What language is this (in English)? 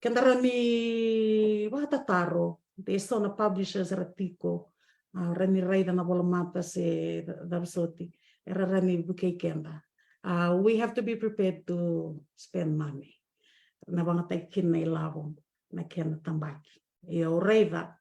Fijian